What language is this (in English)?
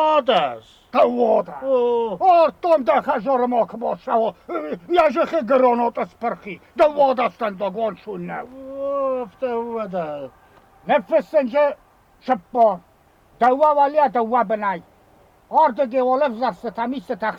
Ossetic